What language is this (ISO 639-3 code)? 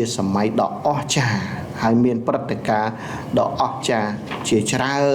khm